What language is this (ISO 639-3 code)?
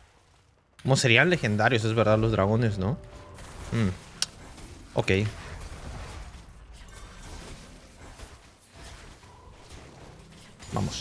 spa